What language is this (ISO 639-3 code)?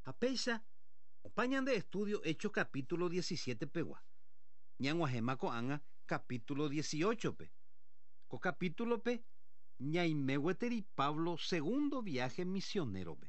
grn